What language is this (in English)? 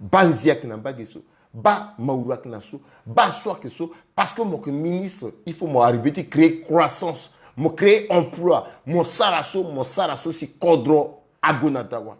Sango